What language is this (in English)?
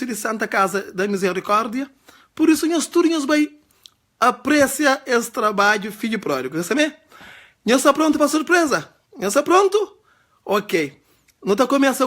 Kabuverdianu